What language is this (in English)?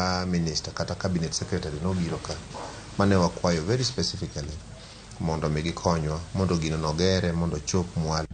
Luo (Kenya and Tanzania)